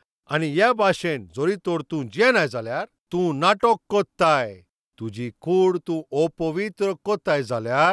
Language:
Konkani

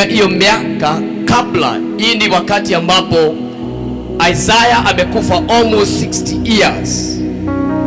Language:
Swahili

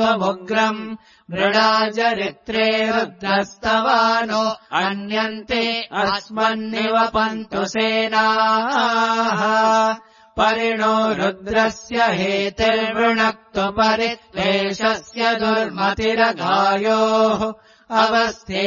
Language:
Sanskrit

